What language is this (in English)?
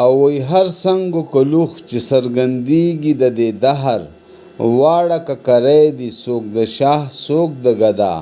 Pashto